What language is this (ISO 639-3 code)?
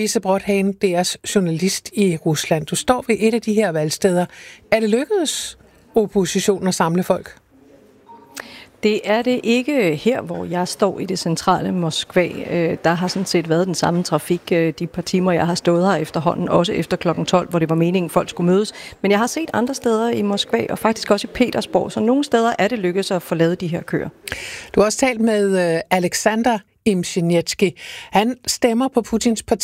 dan